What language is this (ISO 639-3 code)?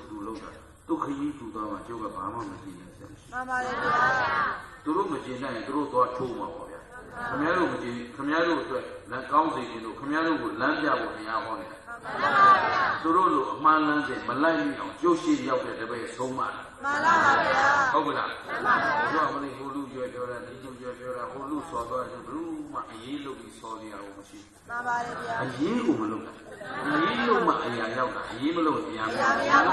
mya